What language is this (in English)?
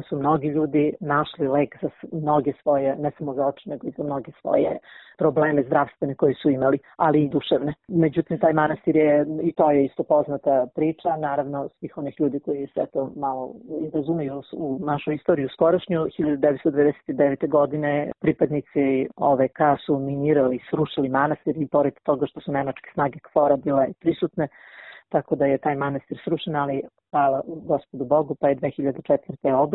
Serbian